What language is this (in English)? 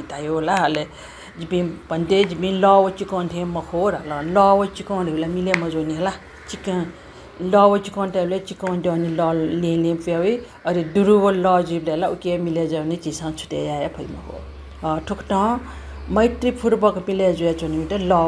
Newari